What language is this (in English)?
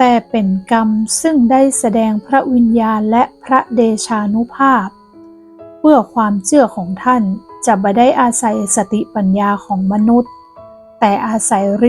Northern Thai